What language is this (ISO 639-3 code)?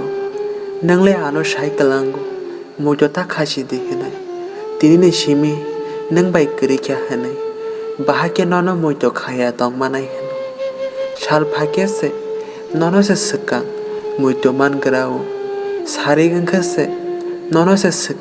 trp